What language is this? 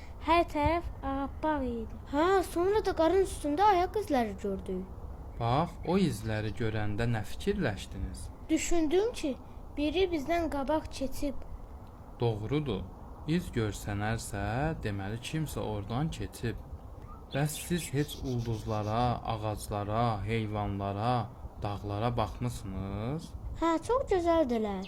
Azerbaijani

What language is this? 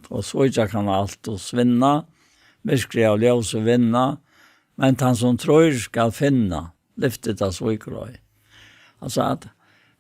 Faroese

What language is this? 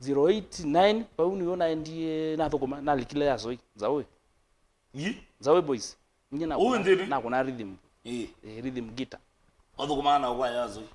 Kamba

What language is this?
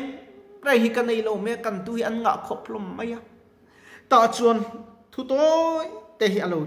Mizo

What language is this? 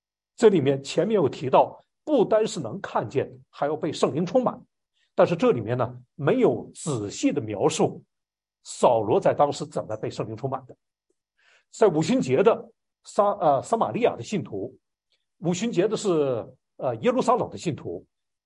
Chinese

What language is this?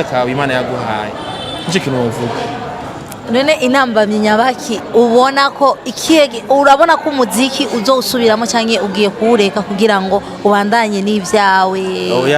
Rundi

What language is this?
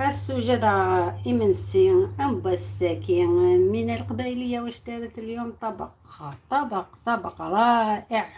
Algerian Arabic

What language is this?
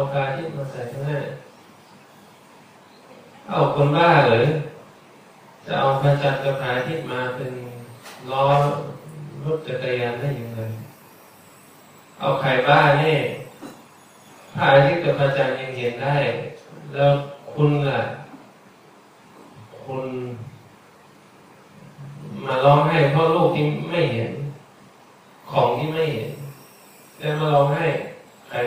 Thai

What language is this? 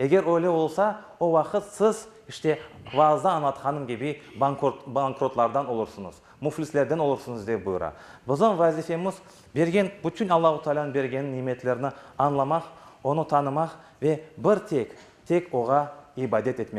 Crimean Tatar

